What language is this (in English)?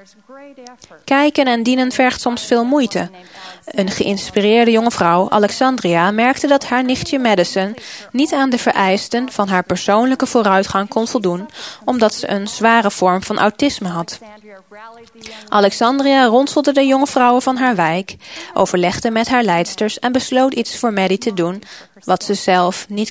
Dutch